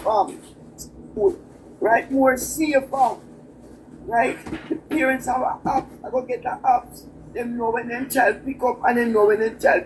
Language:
Jamaican Creole English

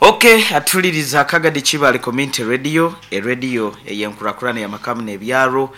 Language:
Nyankole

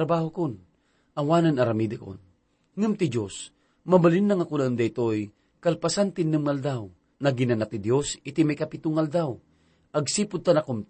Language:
Iloko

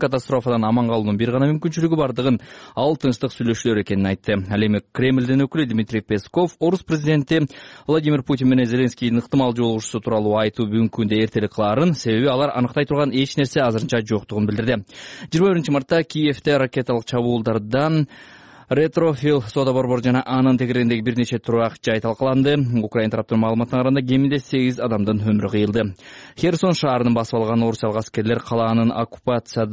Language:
Kyrgyz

